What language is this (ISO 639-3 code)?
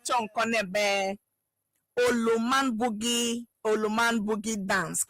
ewe